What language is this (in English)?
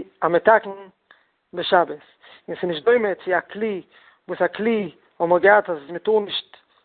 Yiddish